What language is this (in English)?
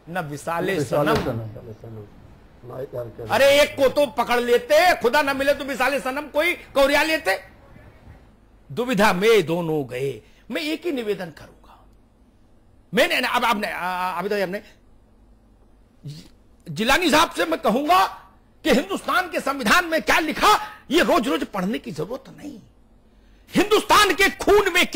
Hindi